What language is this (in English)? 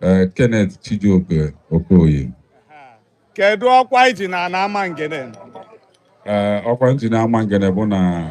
Igbo